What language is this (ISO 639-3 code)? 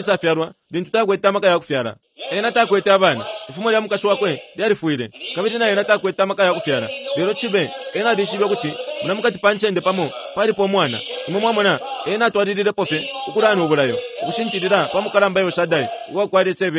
bem